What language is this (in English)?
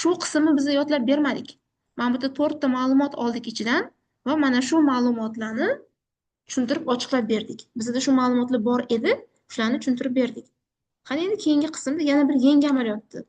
Uzbek